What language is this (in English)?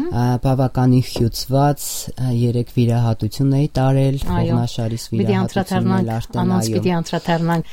Armenian